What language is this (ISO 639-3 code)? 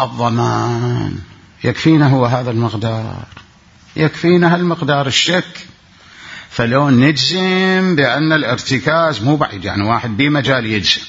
acm